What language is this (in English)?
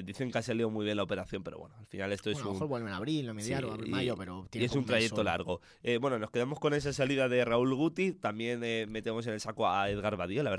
Spanish